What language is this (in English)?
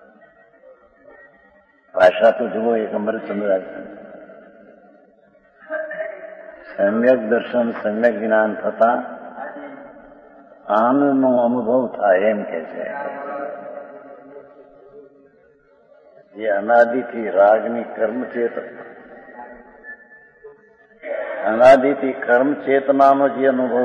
Gujarati